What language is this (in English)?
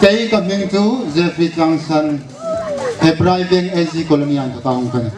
Hmar